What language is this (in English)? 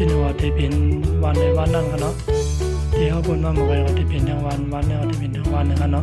Shan